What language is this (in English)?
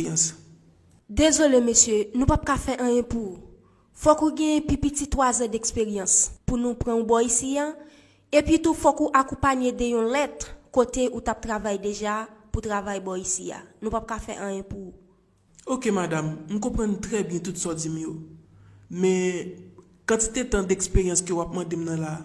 Haitian Creole